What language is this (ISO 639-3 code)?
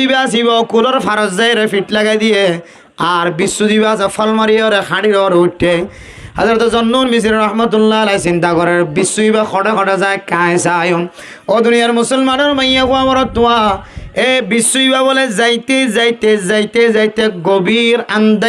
rhg